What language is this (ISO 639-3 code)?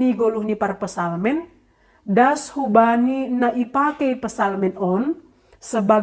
bts